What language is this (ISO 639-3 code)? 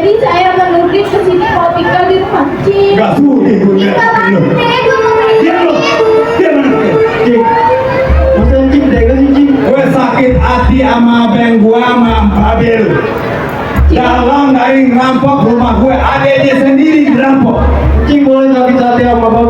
bew